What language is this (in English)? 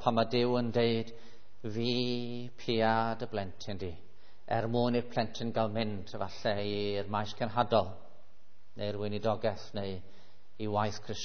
Welsh